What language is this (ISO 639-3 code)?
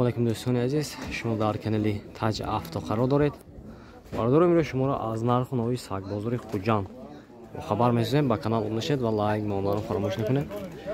tgk